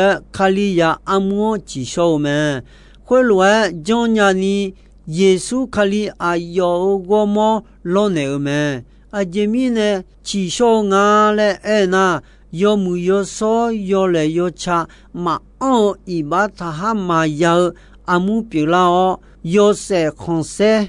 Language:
Akha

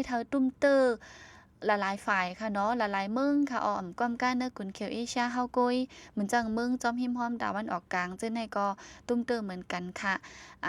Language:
Shan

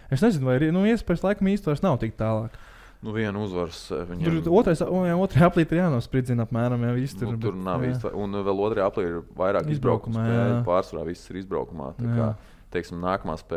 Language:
Latvian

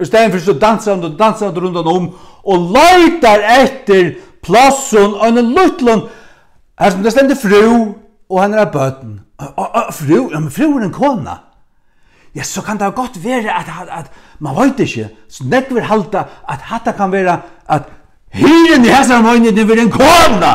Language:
Faroese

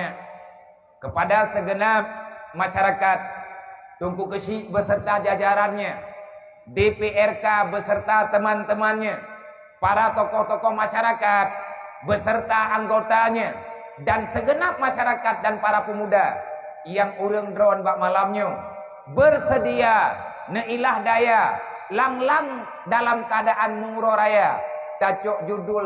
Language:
Achinese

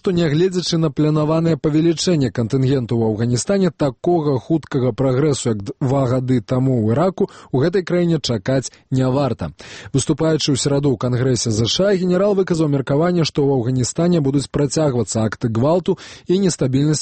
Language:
Belarusian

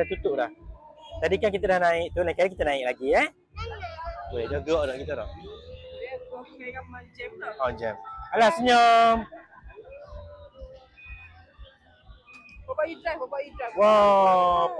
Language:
Malay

